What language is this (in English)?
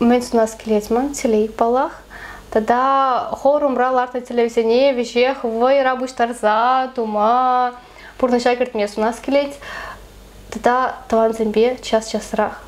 Chuvash